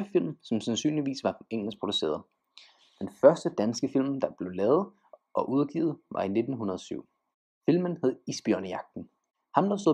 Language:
Danish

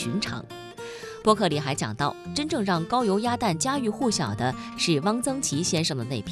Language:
Chinese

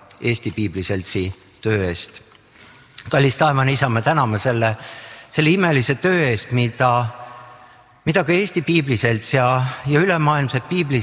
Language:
Estonian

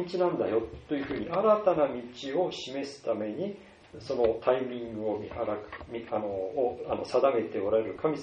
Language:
Japanese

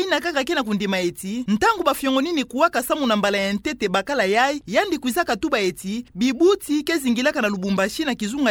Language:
Kituba (Democratic Republic of Congo)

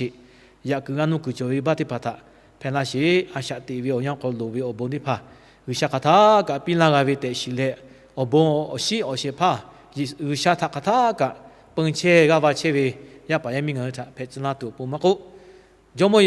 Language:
Lahu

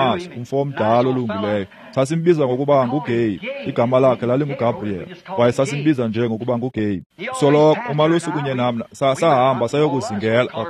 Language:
Xhosa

